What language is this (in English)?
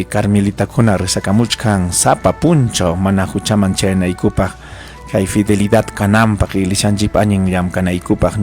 Ayacucho Quechua